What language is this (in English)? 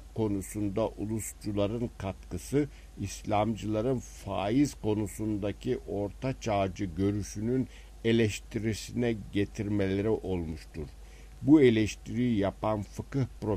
Turkish